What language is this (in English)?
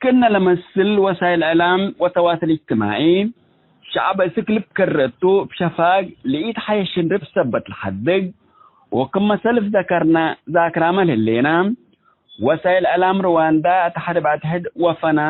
Tigre